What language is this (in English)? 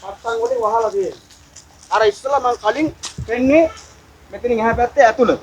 Sinhala